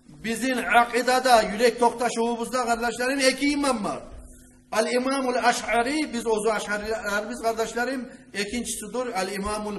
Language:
Kumyk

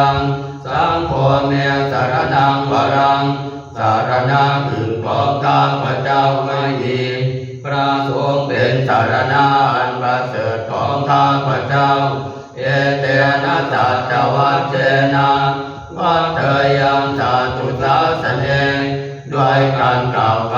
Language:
Pali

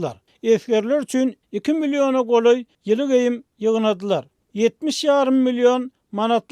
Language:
Turkmen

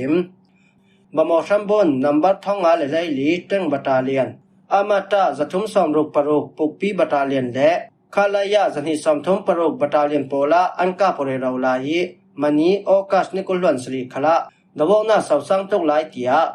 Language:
Falam Chin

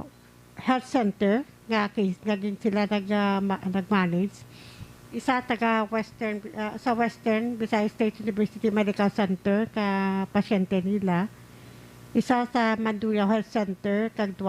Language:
Hiligaynon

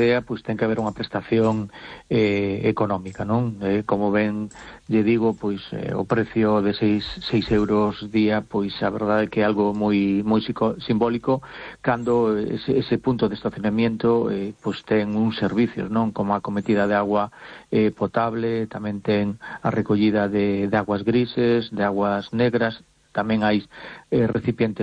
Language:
Galician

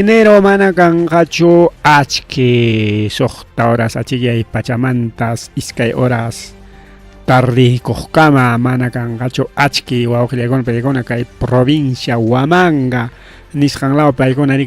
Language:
Ayacucho Quechua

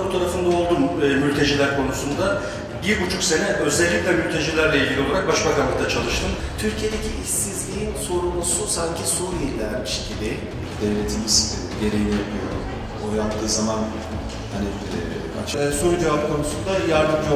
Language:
Turkish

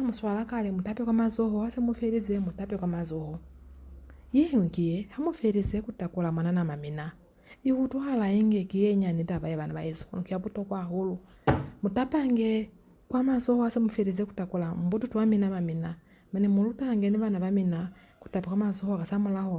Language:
Lozi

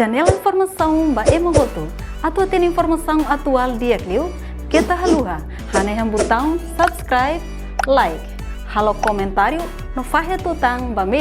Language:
Tetum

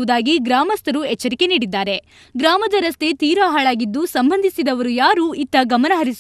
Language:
Kannada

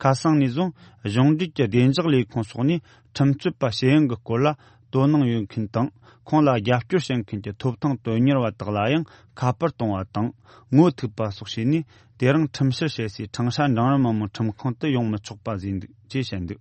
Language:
Tibetan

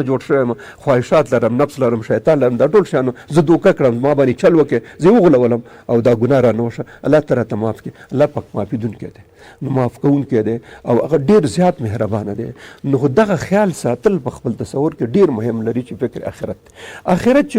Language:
Pashto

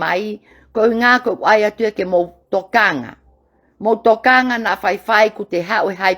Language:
Tongan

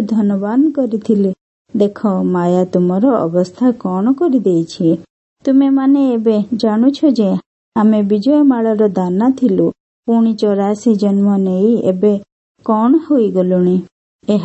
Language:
Odia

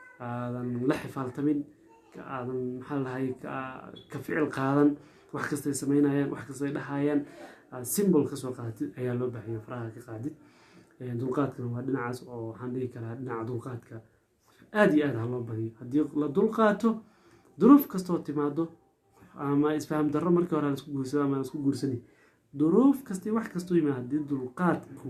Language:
Somali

